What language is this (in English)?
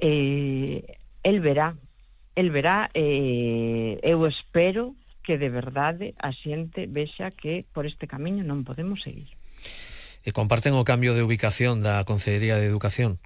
Galician